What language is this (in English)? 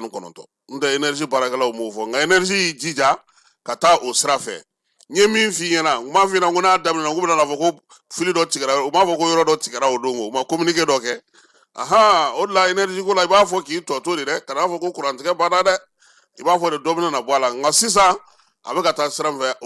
Bambara